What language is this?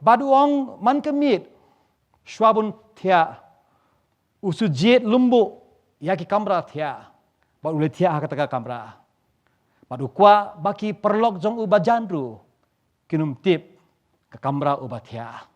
Khasi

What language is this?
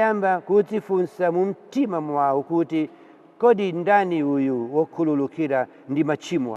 Nyanja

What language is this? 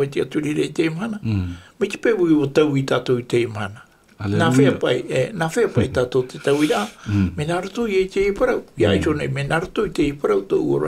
Tahitian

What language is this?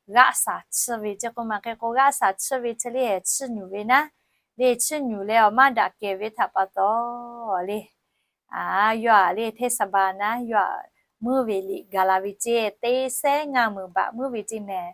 Lahu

